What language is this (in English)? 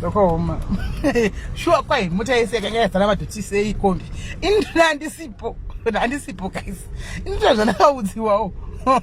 Shona